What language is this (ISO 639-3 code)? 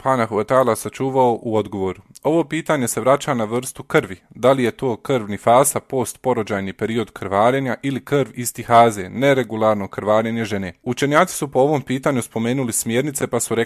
bos